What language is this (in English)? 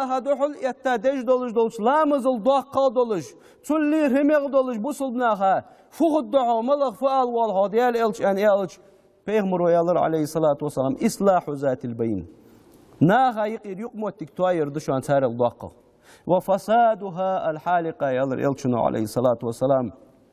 Ingush